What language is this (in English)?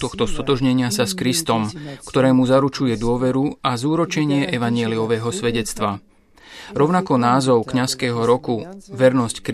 Slovak